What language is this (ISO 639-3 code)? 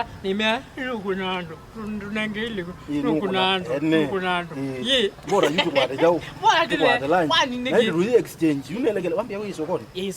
kam